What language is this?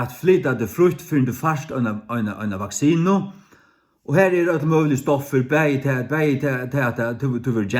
Faroese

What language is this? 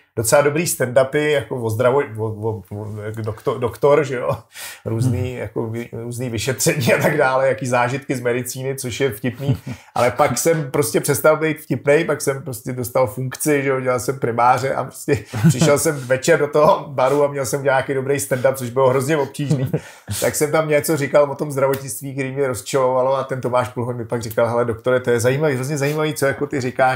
Czech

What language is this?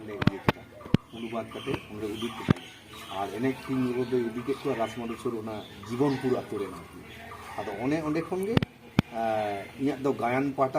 Santali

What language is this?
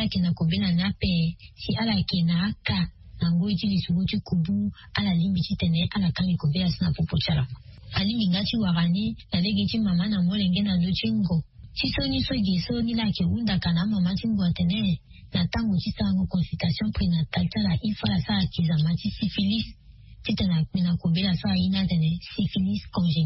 Sango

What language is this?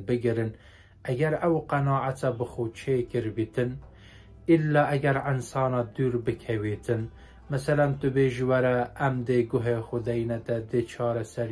Kurdish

